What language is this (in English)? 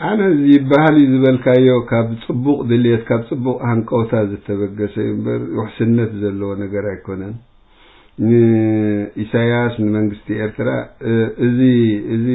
Tigrinya